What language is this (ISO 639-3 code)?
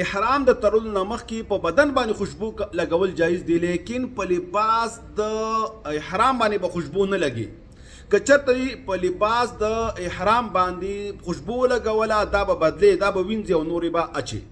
pus